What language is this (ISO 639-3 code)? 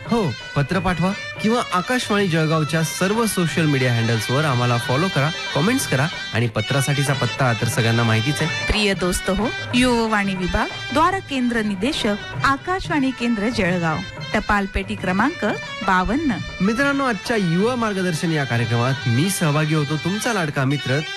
mar